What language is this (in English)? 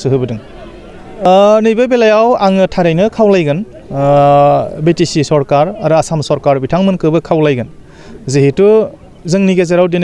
Bodo